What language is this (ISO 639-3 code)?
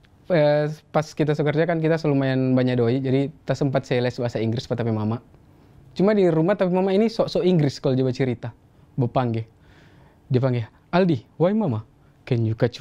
xmm